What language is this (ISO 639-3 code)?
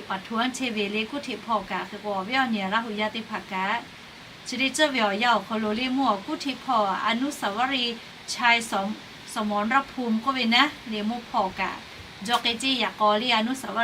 lhu